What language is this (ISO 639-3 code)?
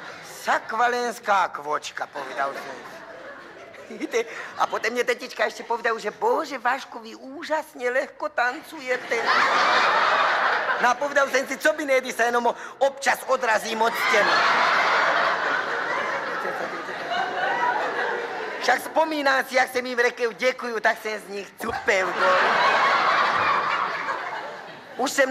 slk